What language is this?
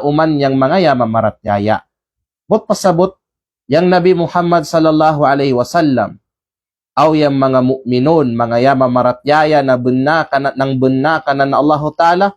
Kalagan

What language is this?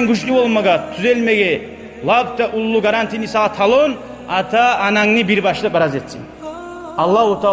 Kumyk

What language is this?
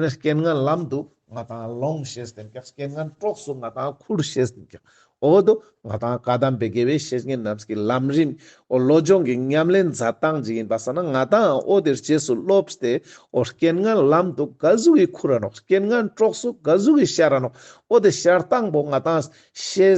Ladakhi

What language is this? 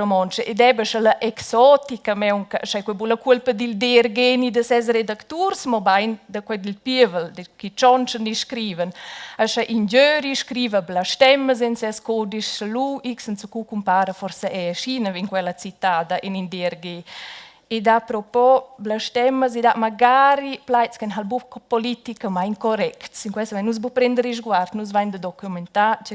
Romansh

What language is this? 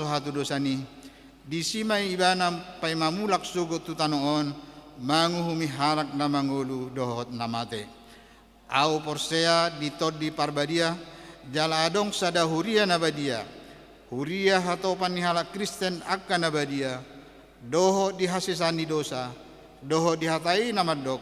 Batak Toba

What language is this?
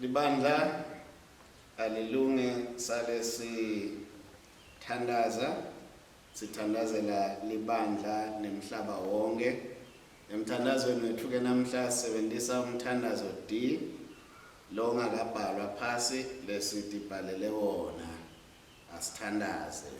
Swati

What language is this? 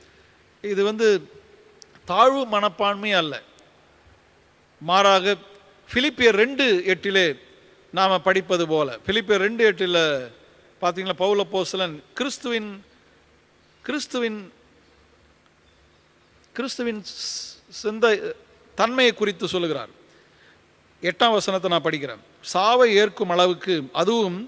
Tamil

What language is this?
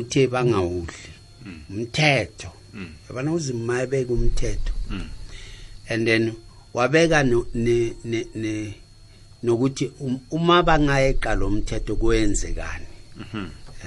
South Ndebele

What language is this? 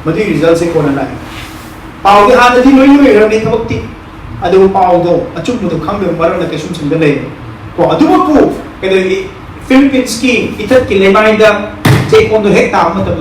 Manipuri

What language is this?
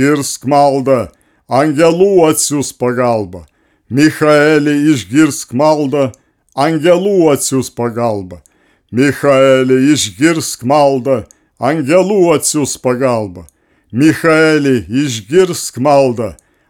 Lithuanian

